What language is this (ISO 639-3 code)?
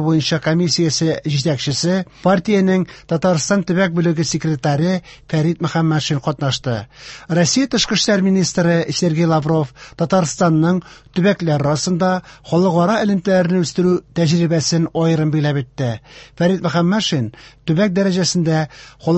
tat